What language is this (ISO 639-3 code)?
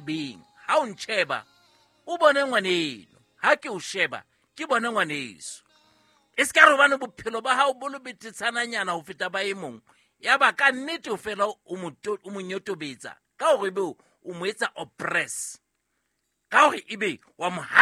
sot